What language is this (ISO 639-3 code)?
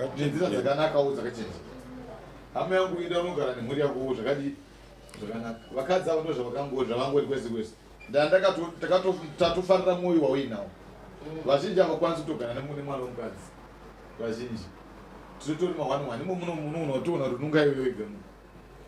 sna